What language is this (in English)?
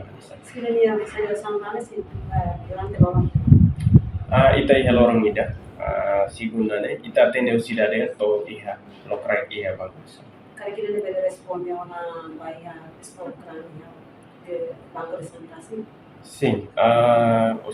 Tetum